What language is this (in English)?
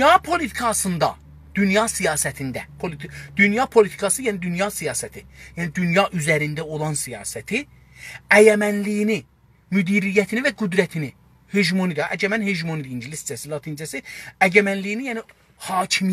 South Azerbaijani